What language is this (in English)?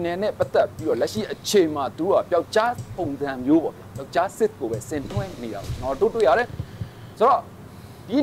Burmese